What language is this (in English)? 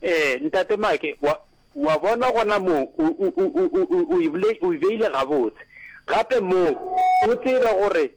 Northern Sotho